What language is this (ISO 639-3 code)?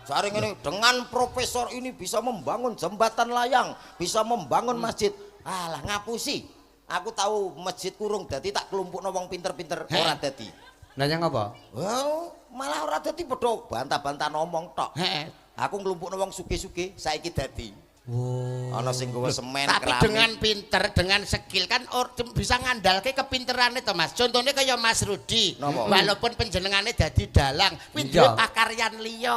jav